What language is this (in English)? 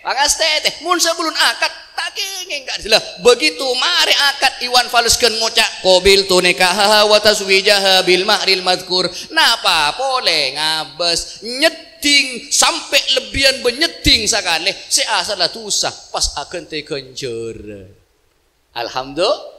Madurese